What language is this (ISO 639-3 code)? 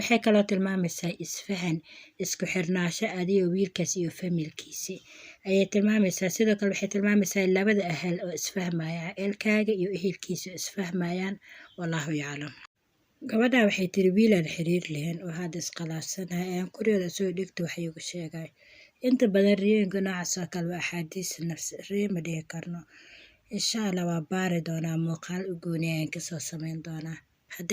som